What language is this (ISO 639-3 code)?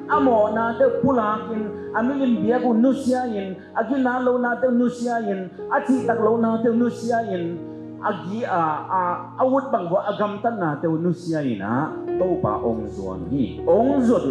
ctd